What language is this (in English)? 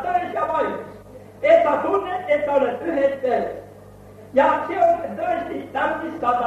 Estonian